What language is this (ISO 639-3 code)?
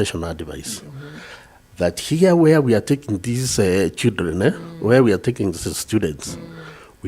mer